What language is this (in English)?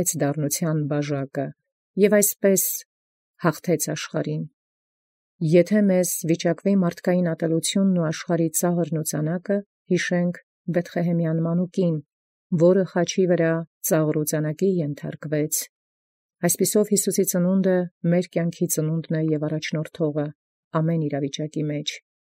Armenian